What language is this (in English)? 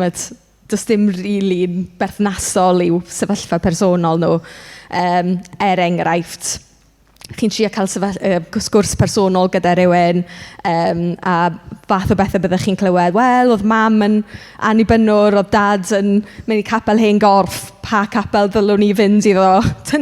Welsh